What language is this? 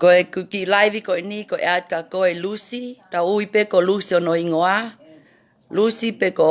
Tongan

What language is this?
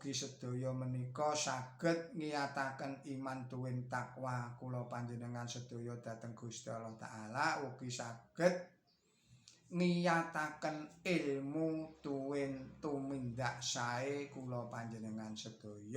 Javanese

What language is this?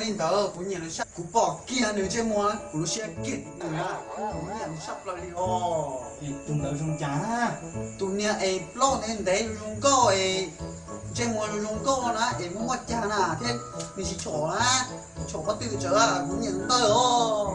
Hmong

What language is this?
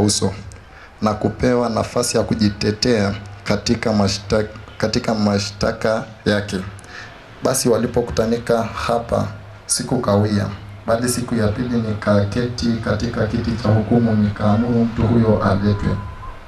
Swahili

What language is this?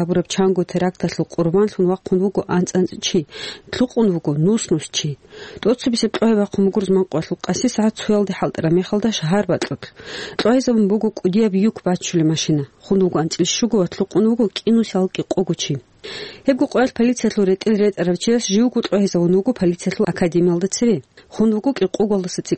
Avaric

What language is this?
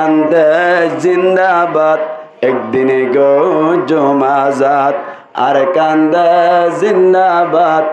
Rohingya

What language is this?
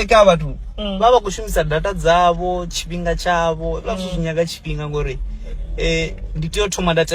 Venda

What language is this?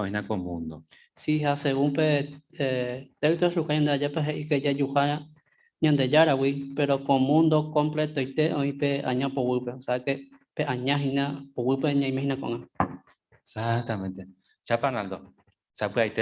Guarani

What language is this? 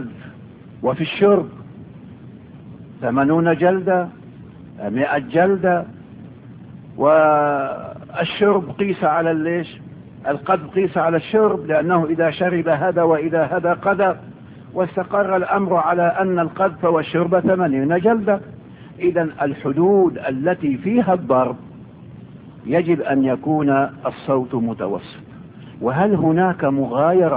Arabic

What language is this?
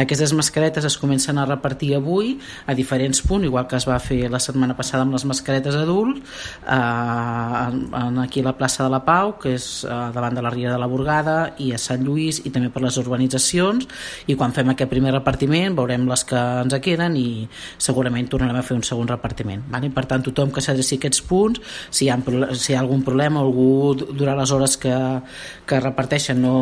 Catalan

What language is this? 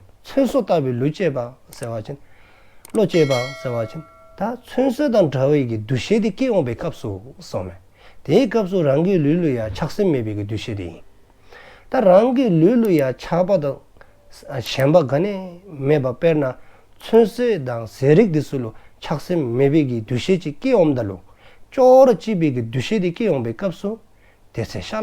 Dzongkha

